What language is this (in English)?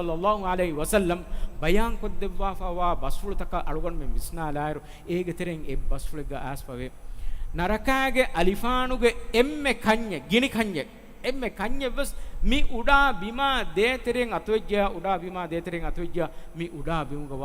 Divehi